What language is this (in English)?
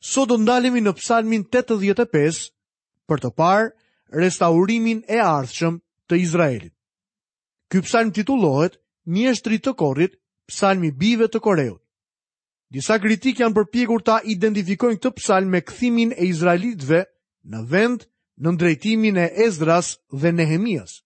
Albanian